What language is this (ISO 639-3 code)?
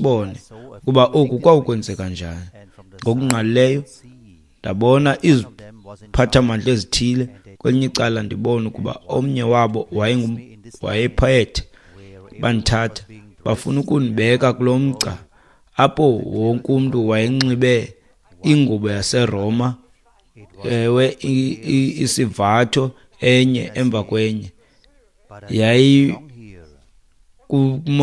xho